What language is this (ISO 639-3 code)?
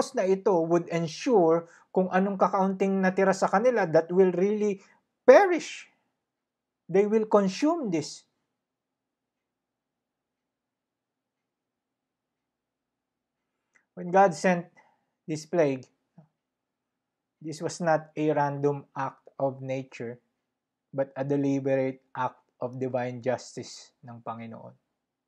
fil